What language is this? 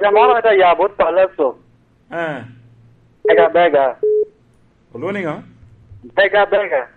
Lango (Uganda)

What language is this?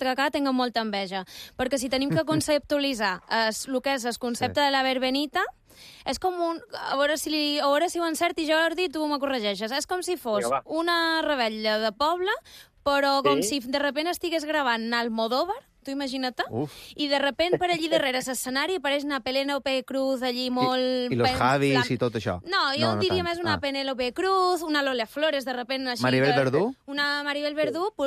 Catalan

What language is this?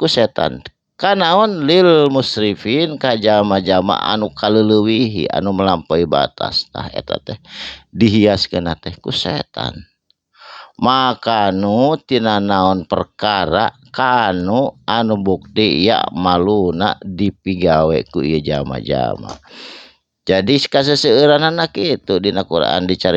Sundanese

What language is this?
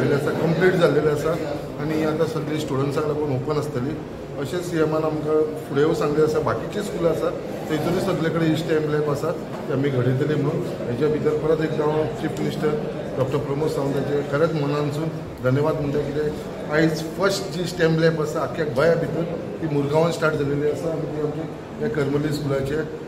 Konkani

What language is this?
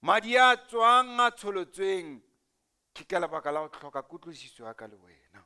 Southern Sotho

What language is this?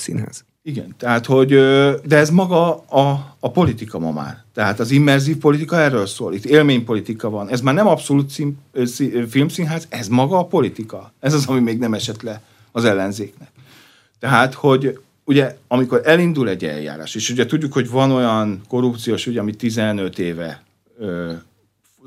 Hungarian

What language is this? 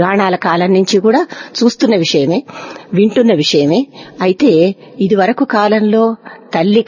Telugu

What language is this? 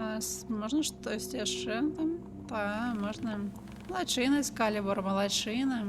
Belarusian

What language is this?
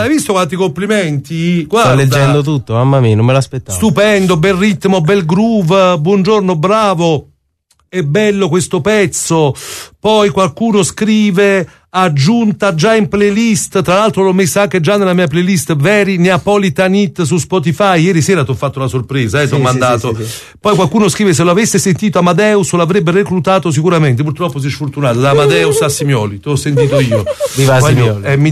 Italian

